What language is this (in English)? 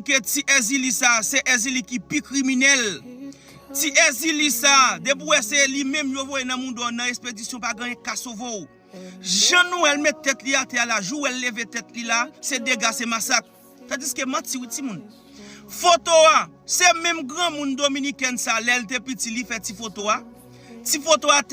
Haitian Creole